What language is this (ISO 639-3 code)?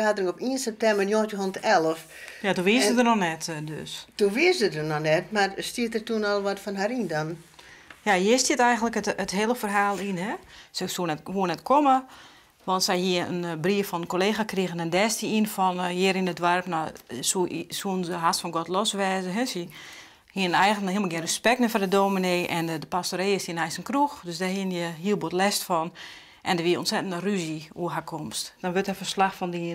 fry